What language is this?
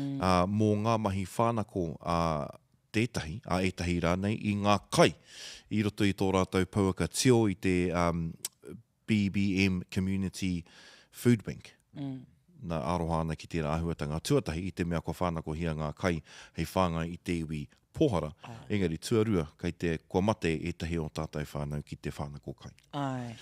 Māori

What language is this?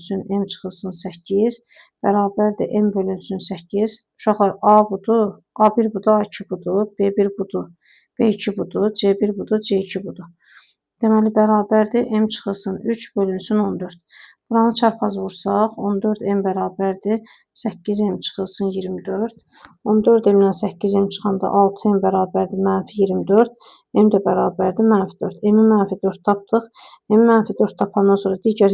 Azerbaijani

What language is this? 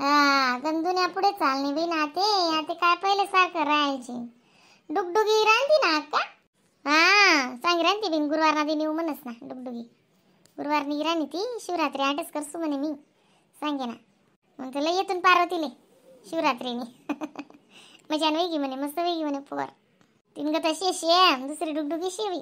Khandesi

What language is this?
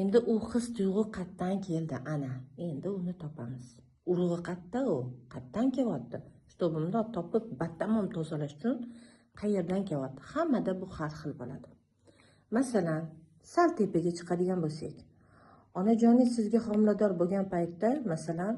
Uzbek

